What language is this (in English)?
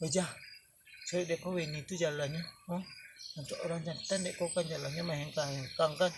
Minangkabau